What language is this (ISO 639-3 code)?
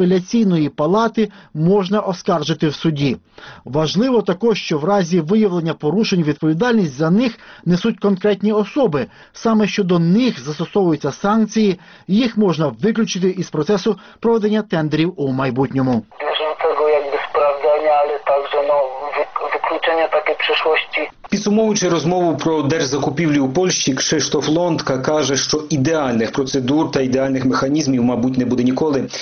ukr